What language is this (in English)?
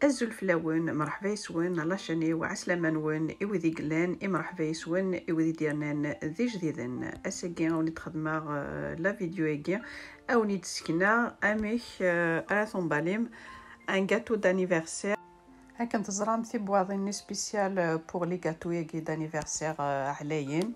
Kabyle